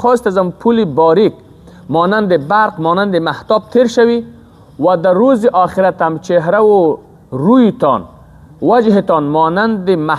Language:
Persian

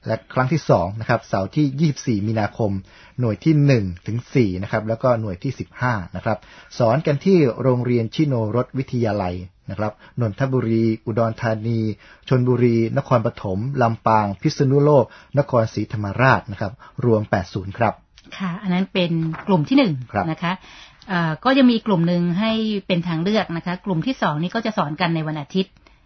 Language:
Thai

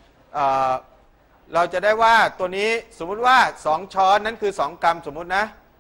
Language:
Thai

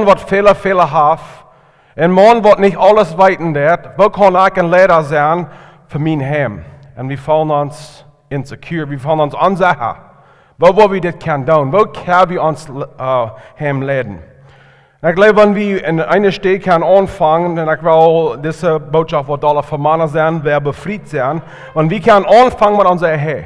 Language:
Plautdietsch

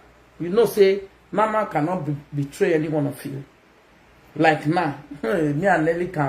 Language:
Nigerian Pidgin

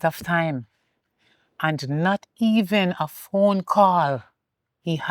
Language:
Jamaican Creole English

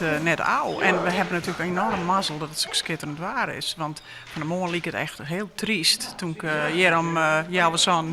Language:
Western Frisian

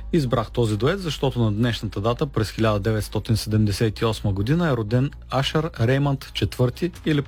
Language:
Bulgarian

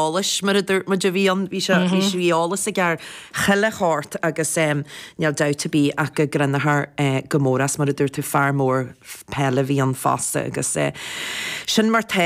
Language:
Irish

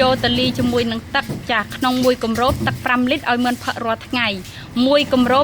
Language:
Khmer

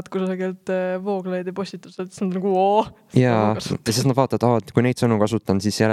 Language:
Estonian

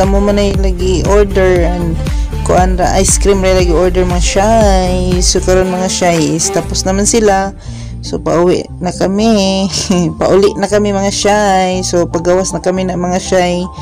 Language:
Cebuano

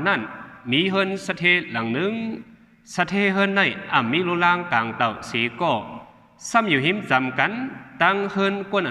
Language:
Shan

